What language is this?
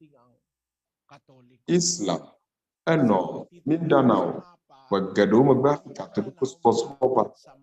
Ewe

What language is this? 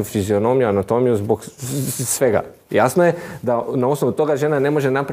Croatian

